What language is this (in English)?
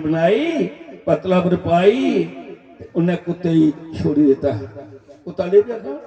Dogri